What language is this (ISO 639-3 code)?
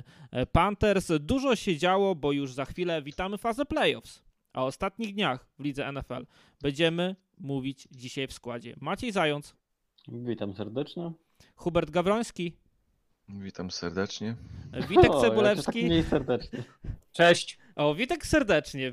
pol